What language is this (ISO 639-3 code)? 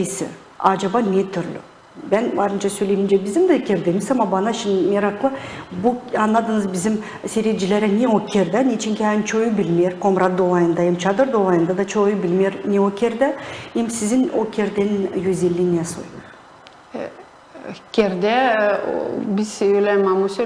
gag